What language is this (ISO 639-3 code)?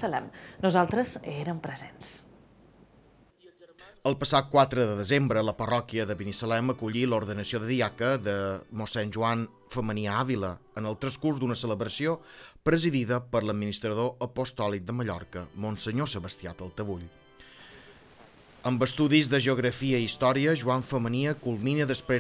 cat